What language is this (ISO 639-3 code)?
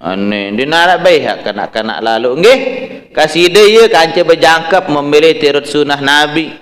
sas